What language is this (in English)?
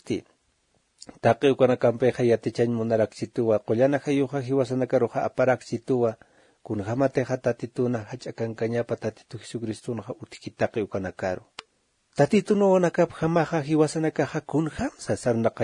Aymara